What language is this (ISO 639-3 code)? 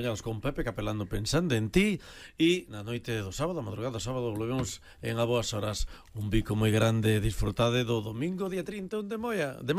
glg